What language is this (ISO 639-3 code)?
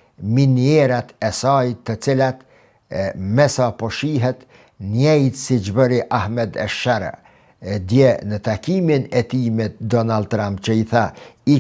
sqi